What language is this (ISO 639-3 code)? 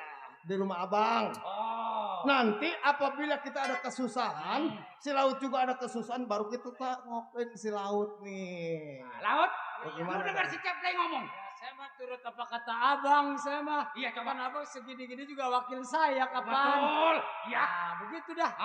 bew